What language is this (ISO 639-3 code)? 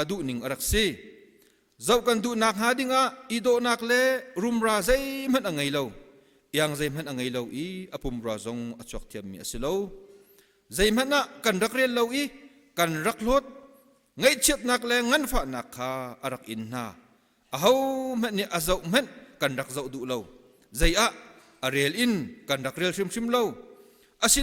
cnh